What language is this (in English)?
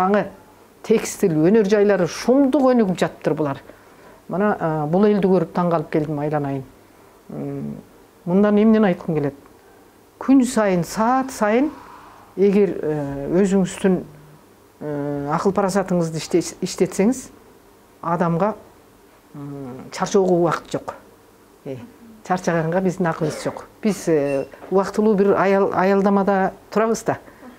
Kyrgyz